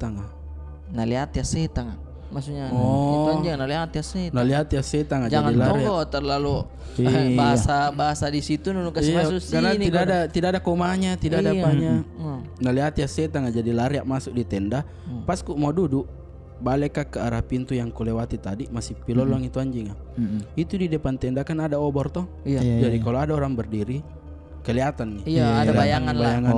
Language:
Makassar Malay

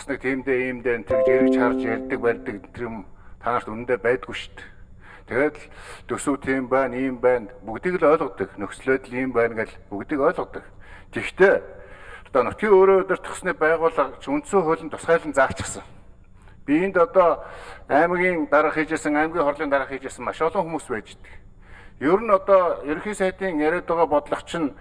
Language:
Mongolian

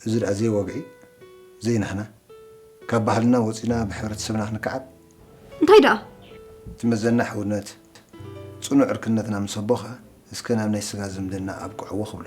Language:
Tigrinya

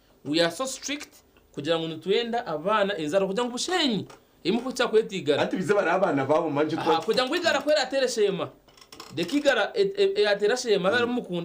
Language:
Nyankole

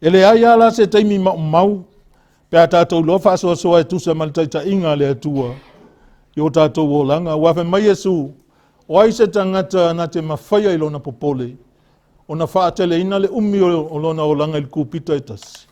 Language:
Samoan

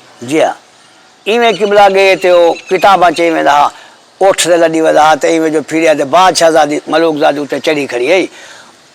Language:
Saraiki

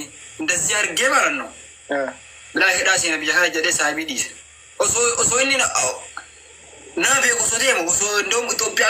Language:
Oromo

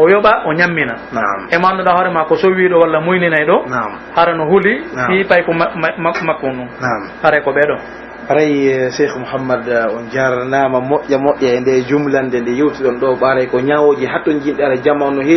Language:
Pular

